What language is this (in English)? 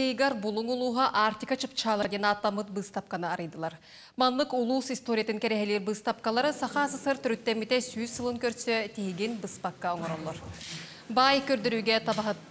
Yakut